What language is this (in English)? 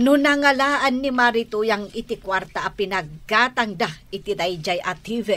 Iloko